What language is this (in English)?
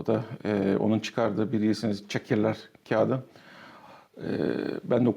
Gagauz